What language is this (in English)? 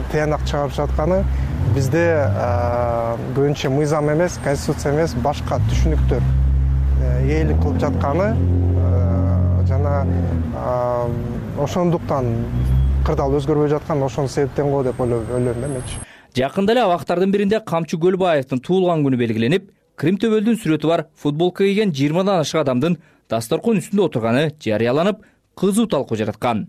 Kyrgyz